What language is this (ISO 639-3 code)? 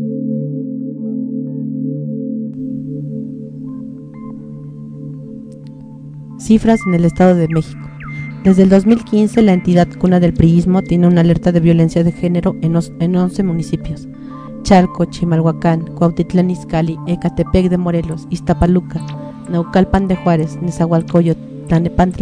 spa